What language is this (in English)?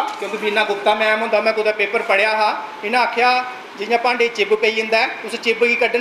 Dogri